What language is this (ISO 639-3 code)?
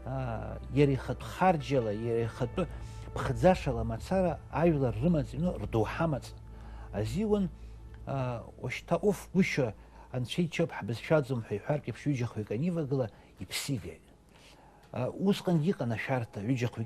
abk